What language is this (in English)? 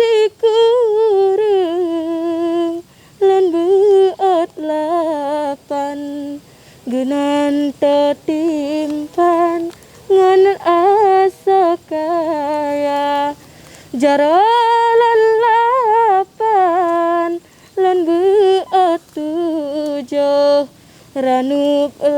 Achinese